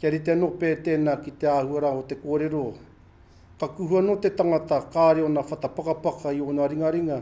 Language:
Māori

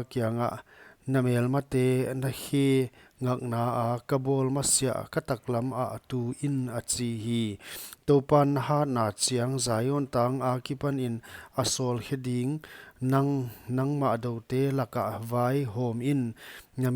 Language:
Paite Chin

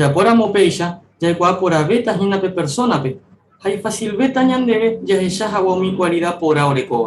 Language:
Guarani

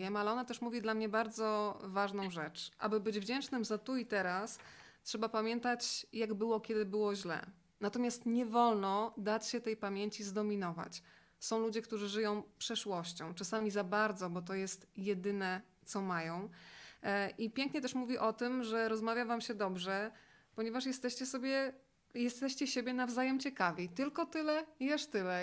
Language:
Polish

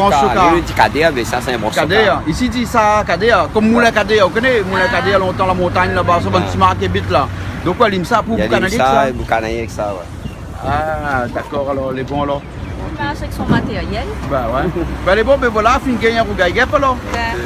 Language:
Réunion Creole French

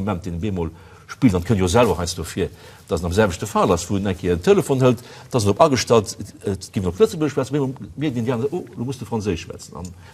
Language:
Luxembourgish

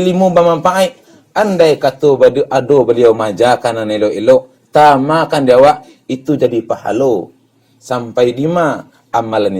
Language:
Minangkabau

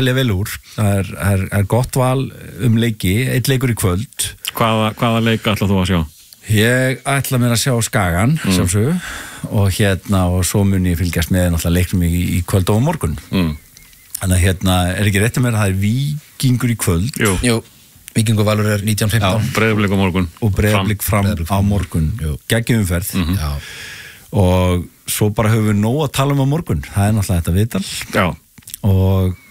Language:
Icelandic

